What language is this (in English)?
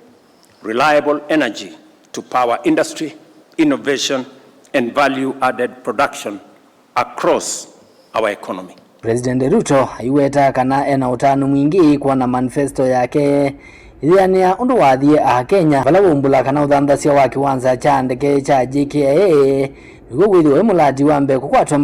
Kamba